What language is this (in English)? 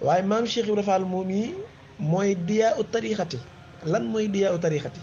Wolof